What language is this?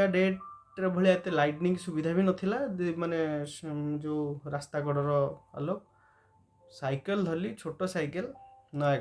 Odia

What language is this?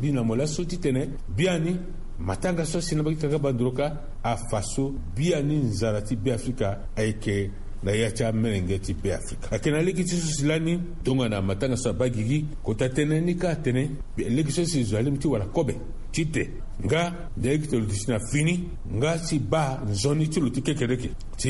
Sango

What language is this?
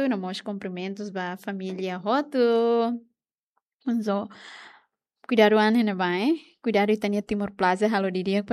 Tetum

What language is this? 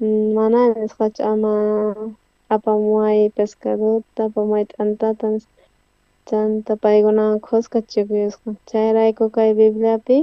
South Bolivian Quechua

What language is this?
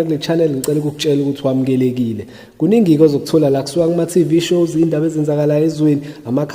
Zulu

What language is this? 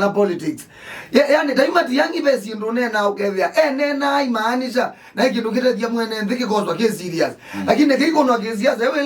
Kamba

